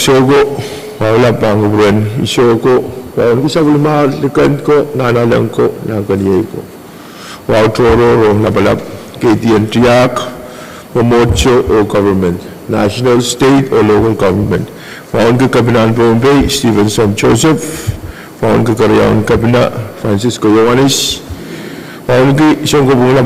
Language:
Pohnpeian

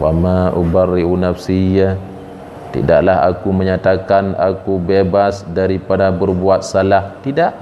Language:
Achinese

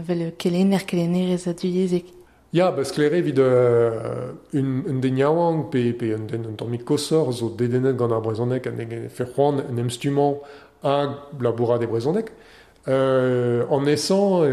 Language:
Breton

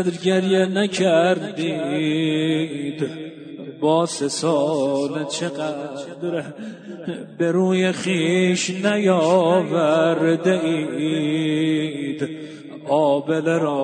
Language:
Persian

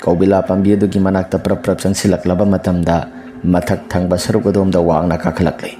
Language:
Manipuri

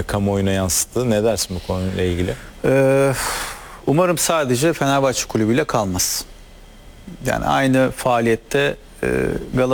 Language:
Turkish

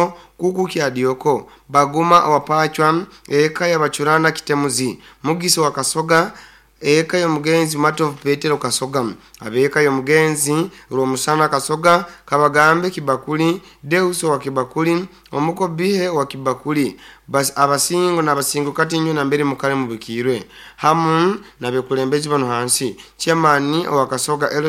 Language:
Nyoro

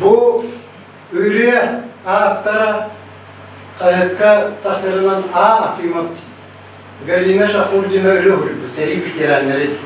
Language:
Yakut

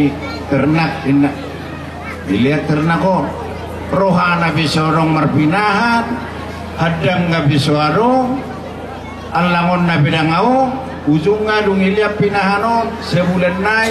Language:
Batak Toba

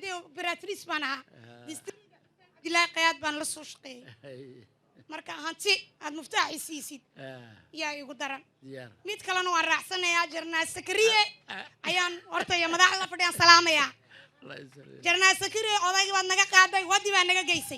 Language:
Somali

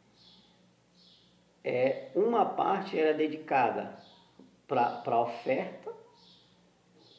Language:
Portuguese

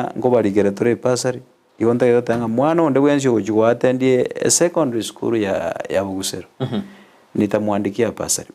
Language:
Gusii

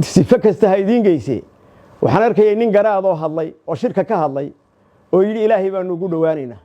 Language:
Somali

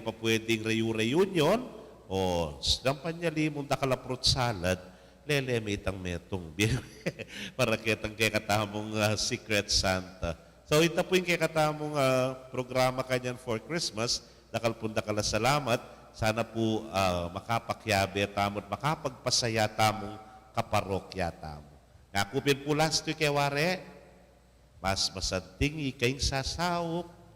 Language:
Pampanga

